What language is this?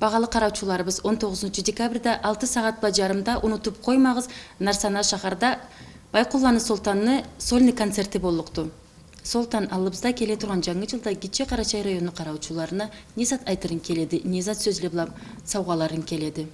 Karachay-Balkar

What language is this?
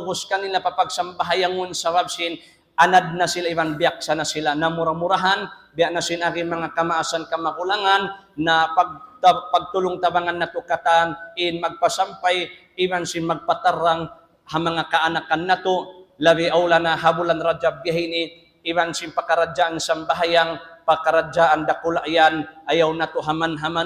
Tausug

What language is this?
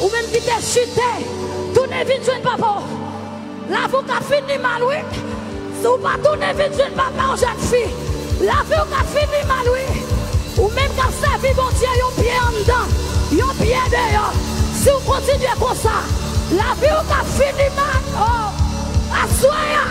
Haitian Creole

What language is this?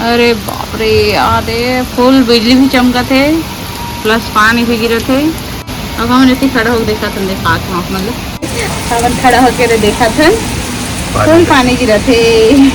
Chhattisgarhi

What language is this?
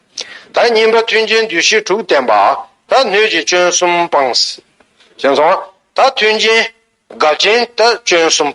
Tibetan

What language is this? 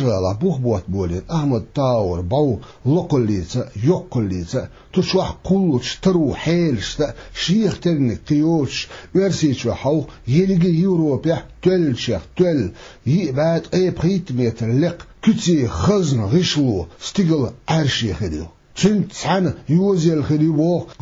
Chechen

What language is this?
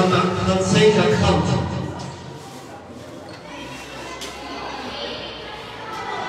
French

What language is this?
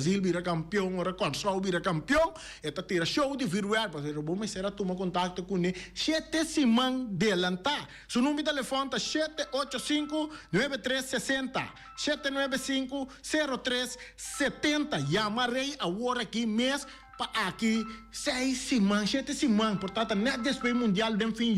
Papiamento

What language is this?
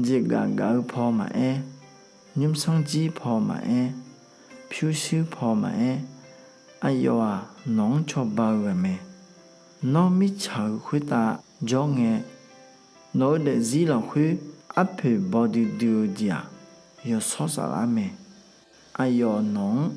Akha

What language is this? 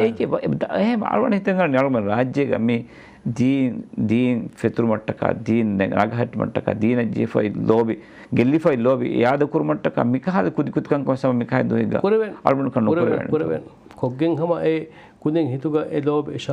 Divehi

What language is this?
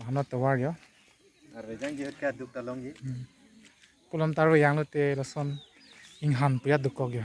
Karbi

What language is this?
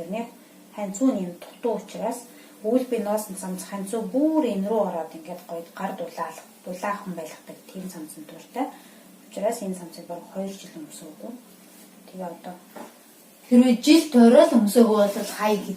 Mongolian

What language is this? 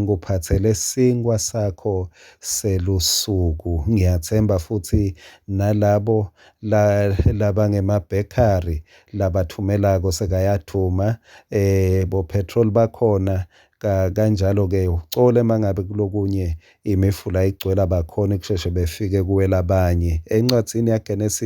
Swati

